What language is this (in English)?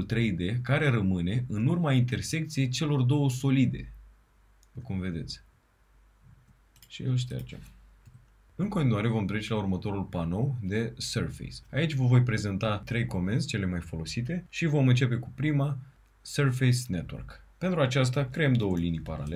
Romanian